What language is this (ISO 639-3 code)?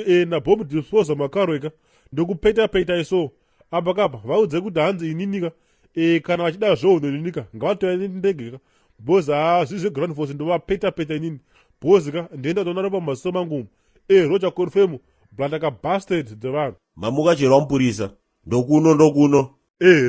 sna